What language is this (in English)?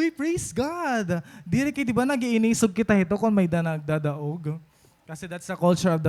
Waray